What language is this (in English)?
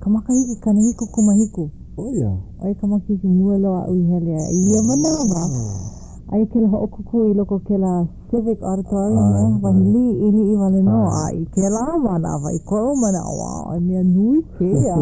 Hawaiian